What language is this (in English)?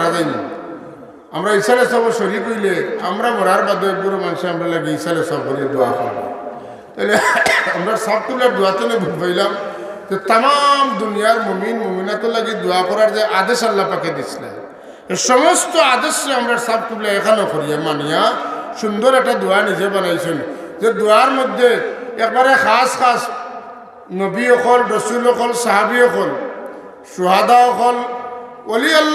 Sylheti